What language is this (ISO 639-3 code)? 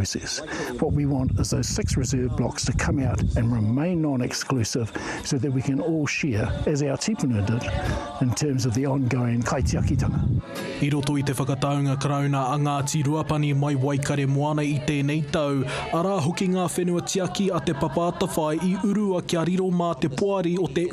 mri